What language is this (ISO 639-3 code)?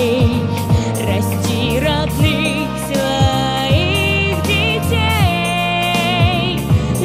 rus